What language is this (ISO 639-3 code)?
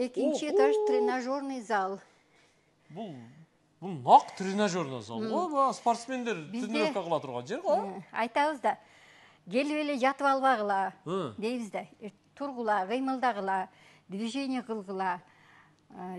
kir